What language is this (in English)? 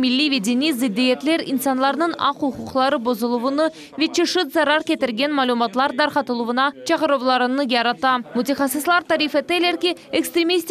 Crimean Tatar